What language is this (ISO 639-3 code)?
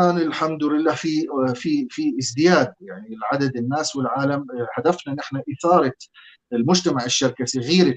apc